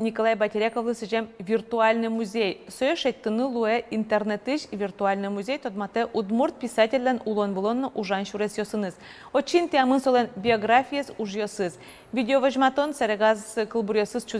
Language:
Udmurt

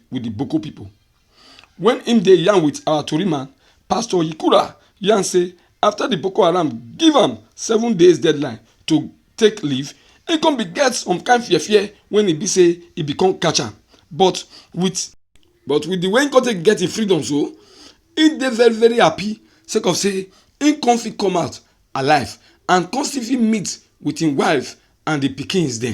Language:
Nigerian Pidgin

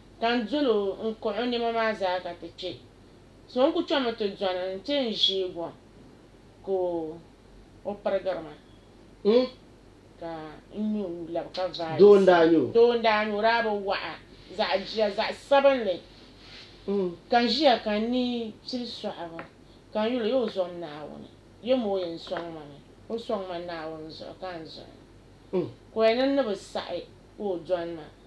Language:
Dagbani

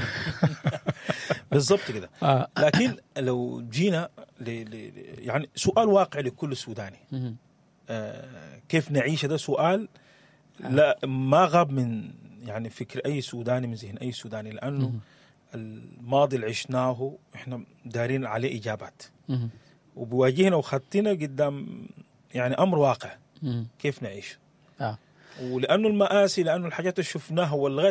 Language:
Sudanese Arabic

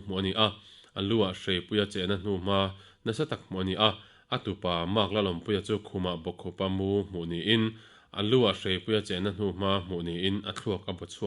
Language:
Mizo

